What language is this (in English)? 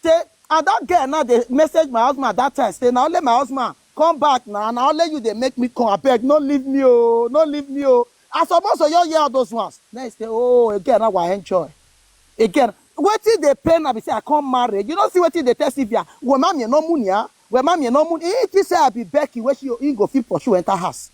Nigerian Pidgin